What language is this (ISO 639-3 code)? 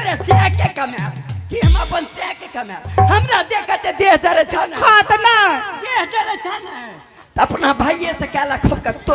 anp